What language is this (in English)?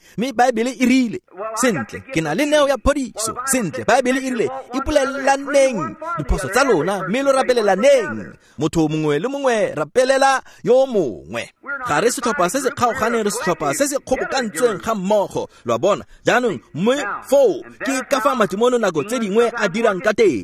Tswana